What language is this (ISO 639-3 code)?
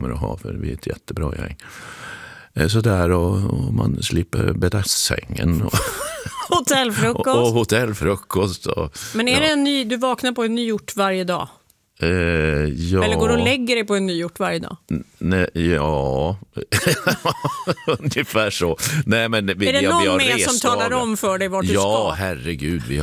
swe